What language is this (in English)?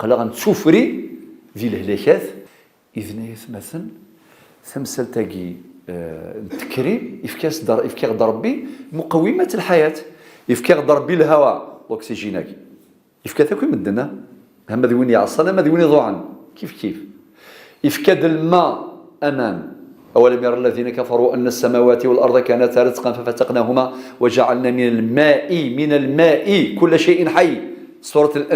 Kabyle